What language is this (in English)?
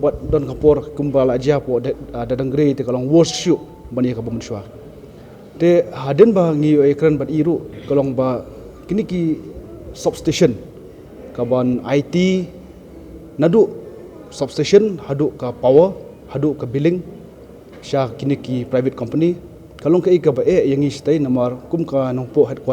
Khasi